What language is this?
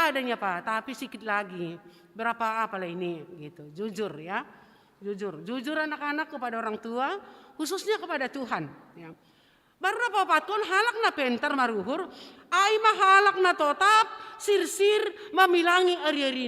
Batak Simalungun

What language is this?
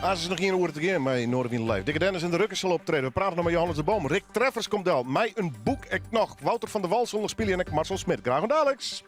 Western Frisian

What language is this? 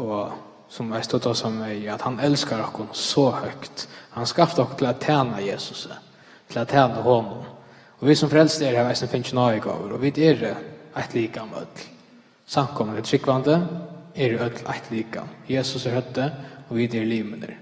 Faroese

